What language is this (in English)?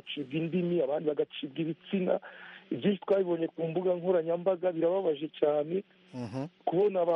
Kinyarwanda